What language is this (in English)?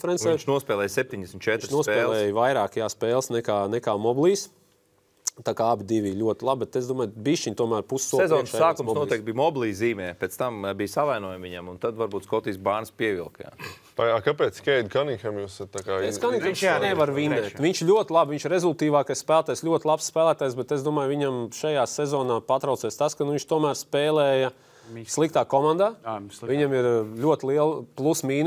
Latvian